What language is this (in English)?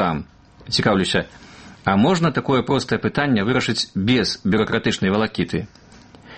Belarusian